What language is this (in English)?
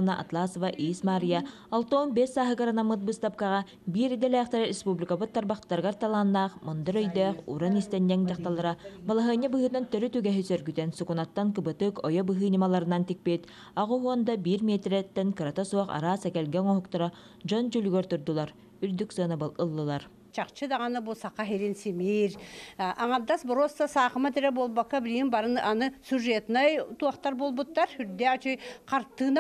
Yakut